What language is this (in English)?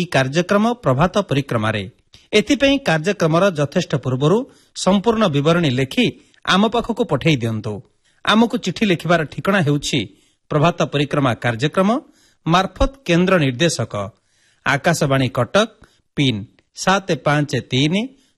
Odia